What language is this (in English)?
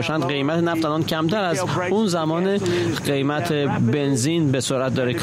Persian